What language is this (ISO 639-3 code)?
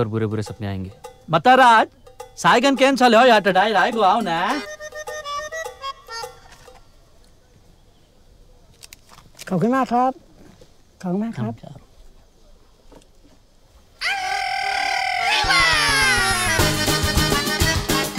hin